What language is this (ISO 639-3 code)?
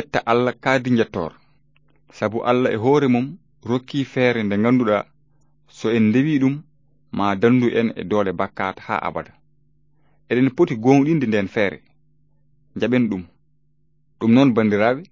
ful